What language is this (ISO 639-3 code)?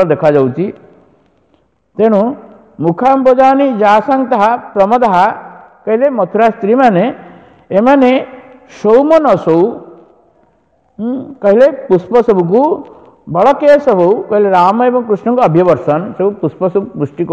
ori